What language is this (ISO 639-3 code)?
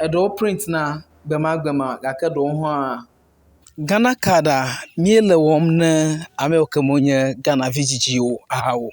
ewe